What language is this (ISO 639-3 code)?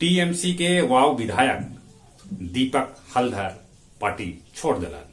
mag